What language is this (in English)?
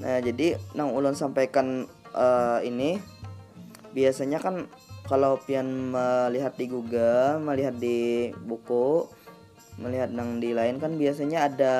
Banjar